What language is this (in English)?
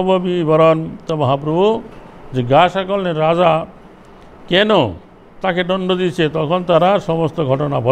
Bangla